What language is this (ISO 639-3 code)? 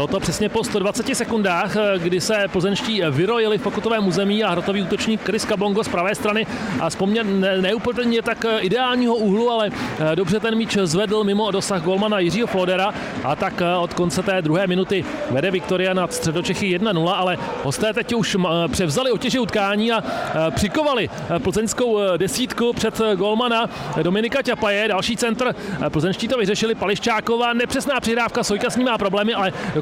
ces